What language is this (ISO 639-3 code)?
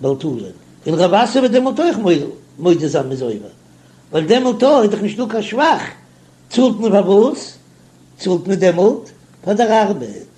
yid